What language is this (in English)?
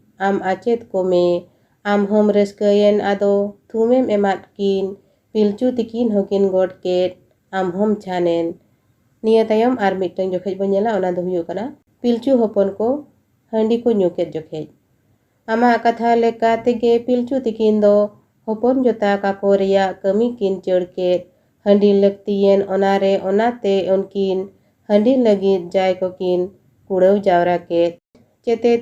Santali